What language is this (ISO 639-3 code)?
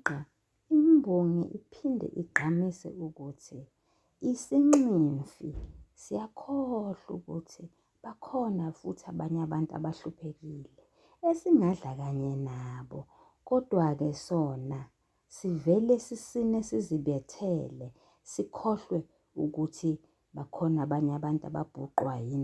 zul